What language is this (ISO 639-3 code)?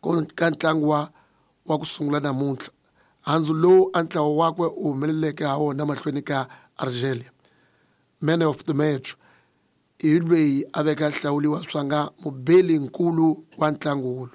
tso